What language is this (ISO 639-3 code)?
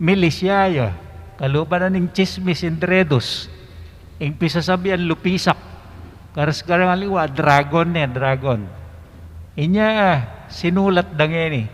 pam